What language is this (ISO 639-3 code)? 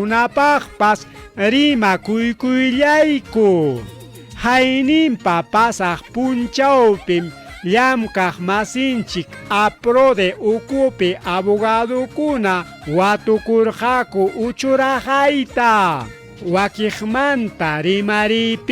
quy